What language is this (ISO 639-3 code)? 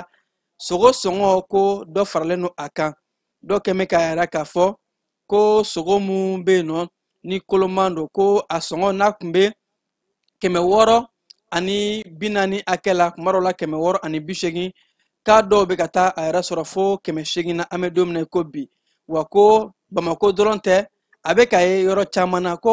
bam